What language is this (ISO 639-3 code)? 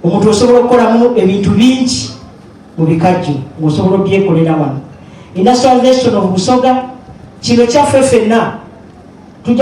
xog